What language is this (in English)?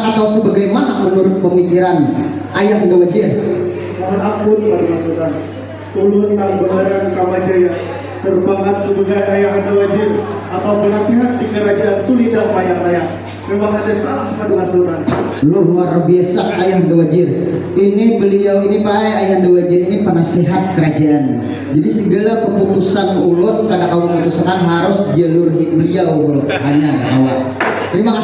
Banjar